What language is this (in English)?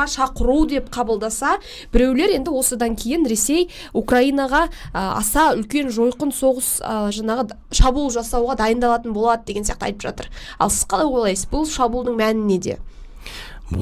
Kazakh